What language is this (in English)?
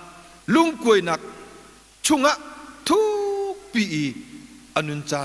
Hakha Chin